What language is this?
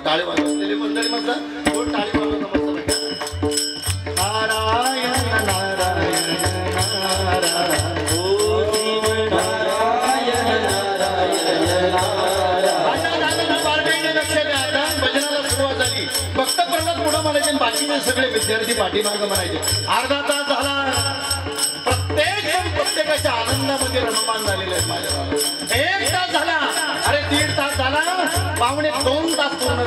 Marathi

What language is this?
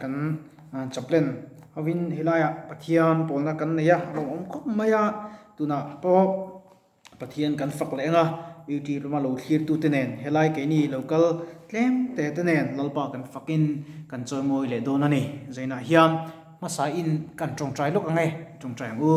Mizo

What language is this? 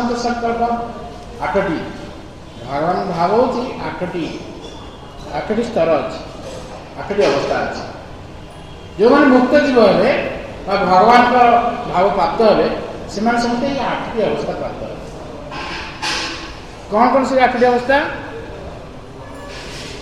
Odia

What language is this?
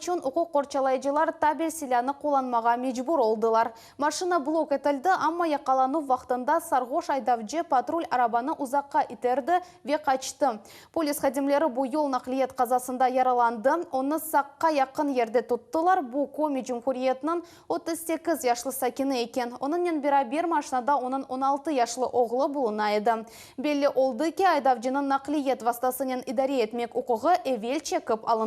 Crimean Tatar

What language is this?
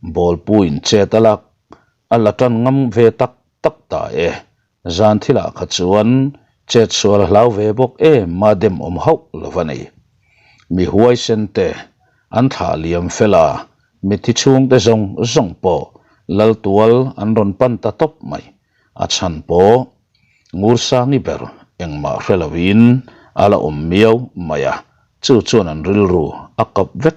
Mizo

